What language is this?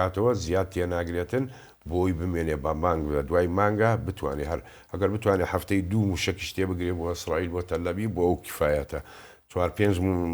Central Kurdish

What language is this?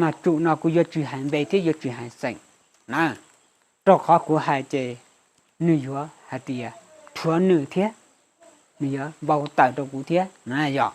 Hmong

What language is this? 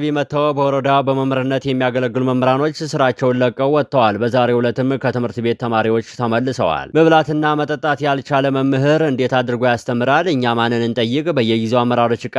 Amharic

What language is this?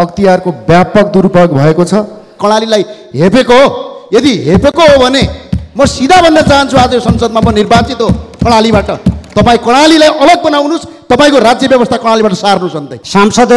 Nepali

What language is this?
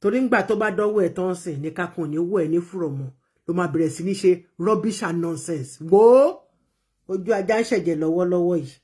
Yoruba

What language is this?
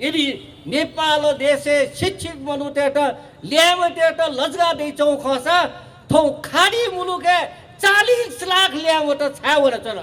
Newari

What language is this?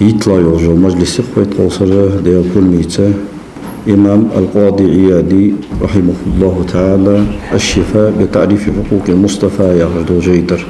Ingush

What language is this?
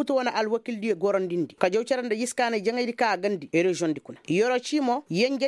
Koyraboro Senni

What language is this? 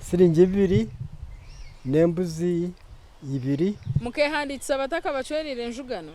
Nyankole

